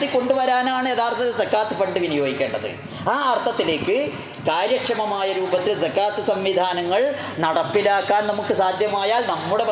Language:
Malayalam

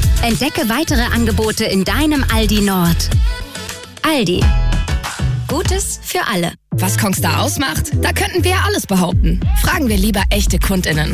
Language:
German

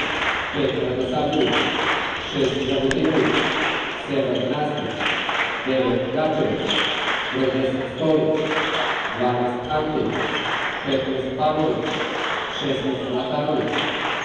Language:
Serbian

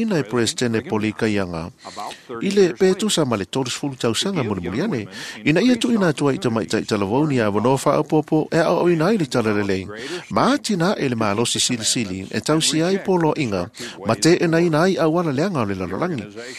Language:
Samoan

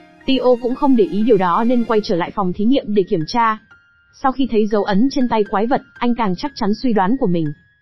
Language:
Vietnamese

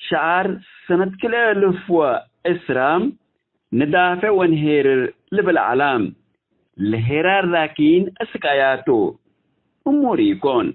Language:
Tigre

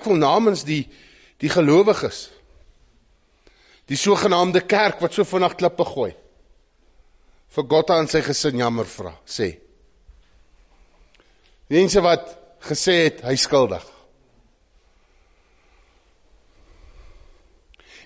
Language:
Afrikaans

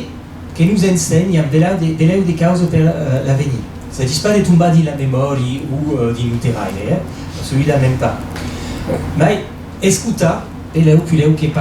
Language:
Occitan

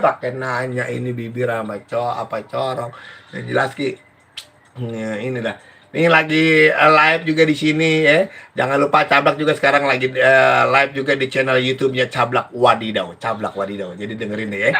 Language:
Betawi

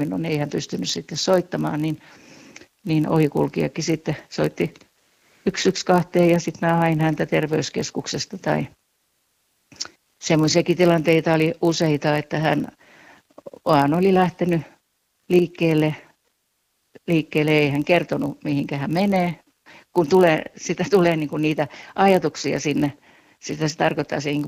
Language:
Finnish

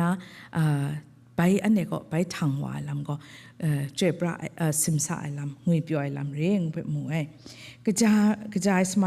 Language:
Kachin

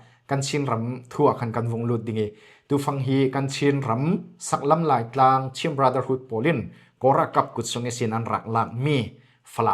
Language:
Falam Chin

